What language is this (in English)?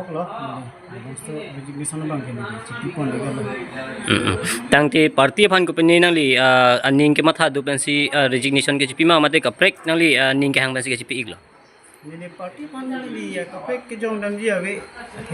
Karbi